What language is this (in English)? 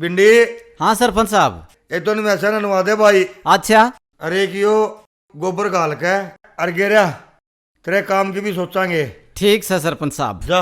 Haryanvi